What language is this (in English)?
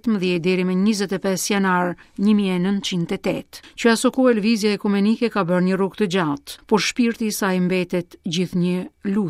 Albanian